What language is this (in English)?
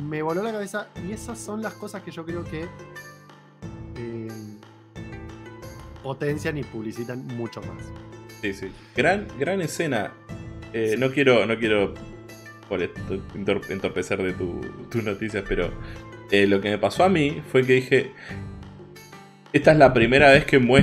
Spanish